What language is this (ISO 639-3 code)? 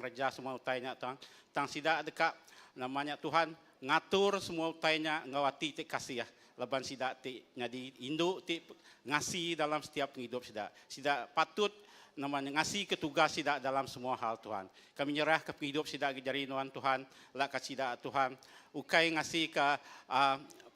iba